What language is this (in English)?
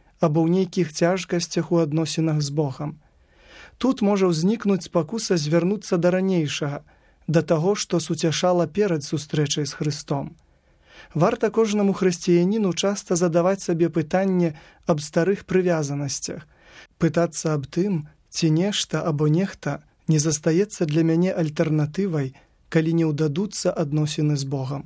Belarusian